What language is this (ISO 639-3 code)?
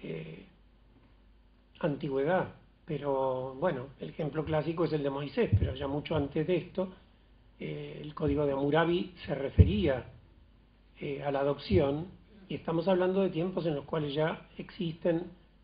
spa